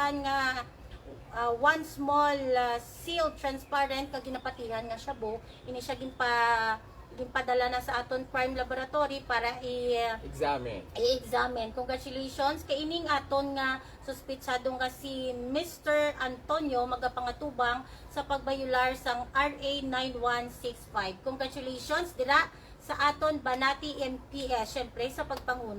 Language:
Hiligaynon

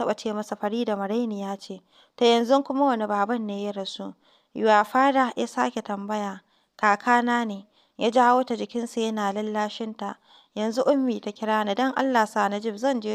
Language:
Hausa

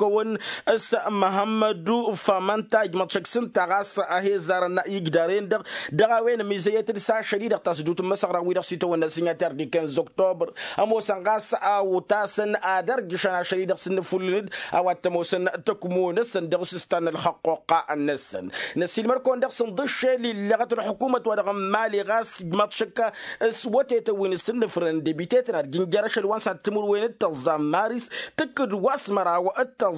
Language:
Tamasheq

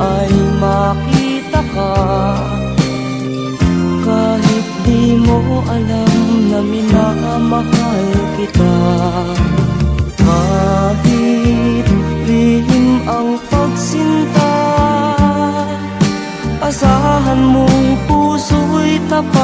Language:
Filipino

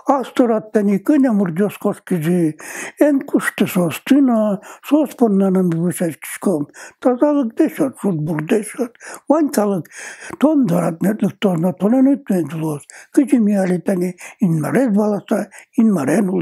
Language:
Udmurt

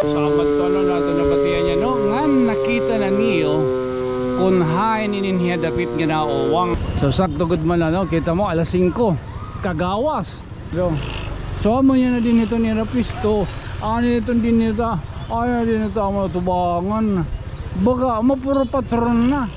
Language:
Waray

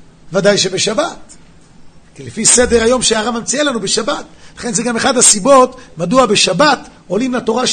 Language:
Hebrew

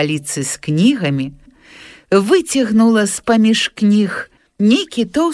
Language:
Belarusian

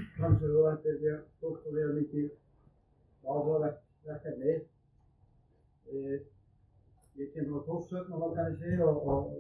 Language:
Icelandic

